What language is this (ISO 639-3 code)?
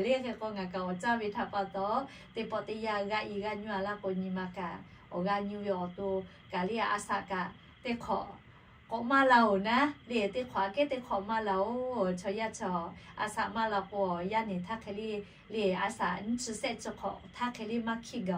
lhu